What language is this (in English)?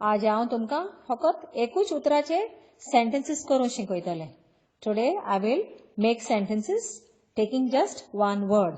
Konkani